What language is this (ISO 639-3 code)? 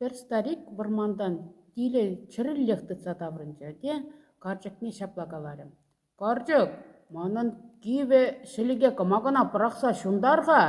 chv